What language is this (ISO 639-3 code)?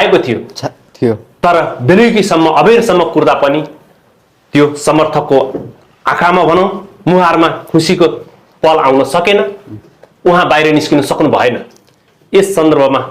nep